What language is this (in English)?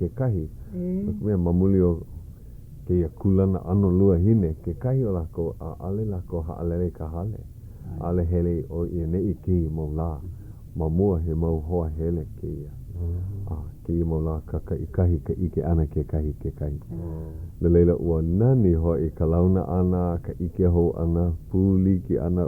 Hawaiian